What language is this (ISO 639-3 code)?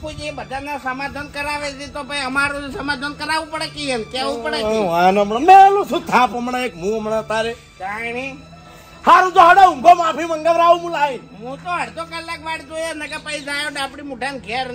guj